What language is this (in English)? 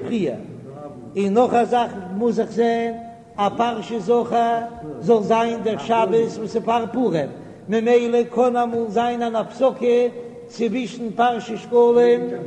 Yiddish